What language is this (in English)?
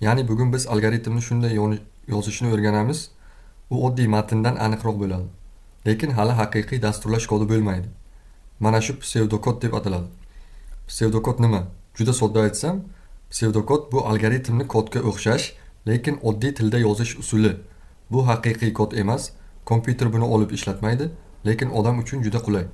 Uzbek